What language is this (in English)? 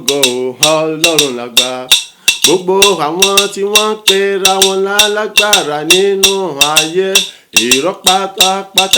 Yoruba